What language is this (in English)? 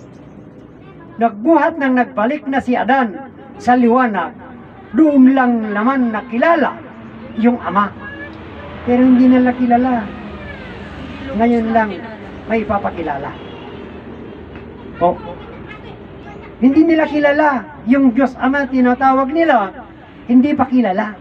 Filipino